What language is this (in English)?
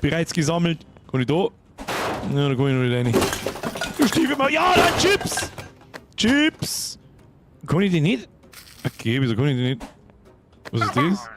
Bavarian